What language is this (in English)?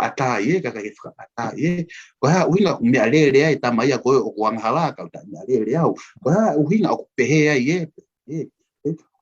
Tongan